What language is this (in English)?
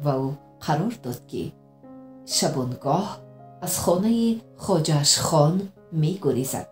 Tajik